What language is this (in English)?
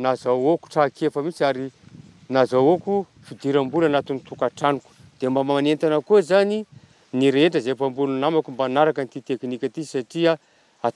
Malagasy